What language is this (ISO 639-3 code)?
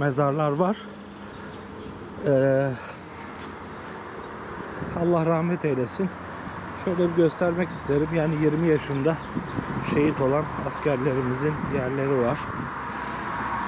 tur